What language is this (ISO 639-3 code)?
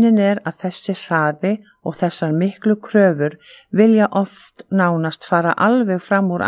isl